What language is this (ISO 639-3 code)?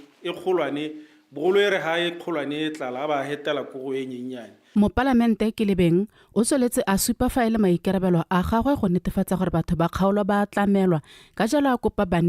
tsn